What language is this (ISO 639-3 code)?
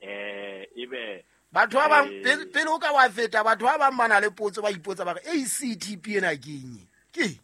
sot